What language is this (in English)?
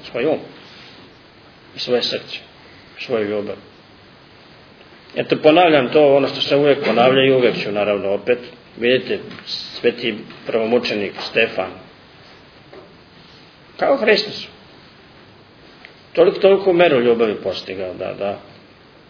Serbian